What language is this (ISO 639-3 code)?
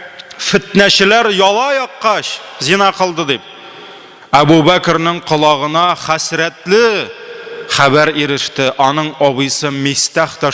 tat